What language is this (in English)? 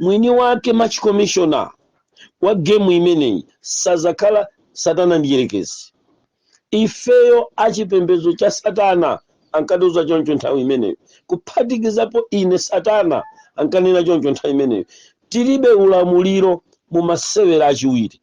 Nyanja